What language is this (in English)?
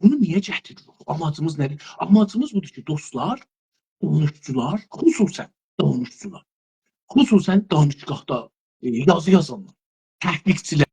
South Azerbaijani